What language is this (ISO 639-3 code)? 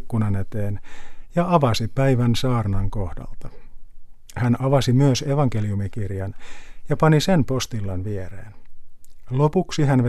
fin